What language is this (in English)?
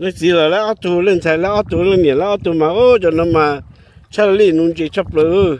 Hmong